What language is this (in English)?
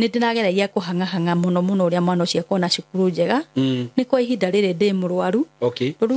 Kikuyu